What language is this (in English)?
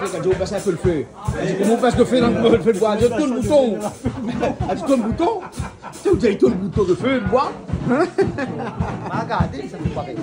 Réunion Creole French